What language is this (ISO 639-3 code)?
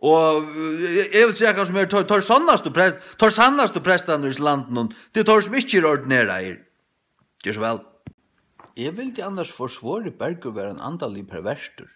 fao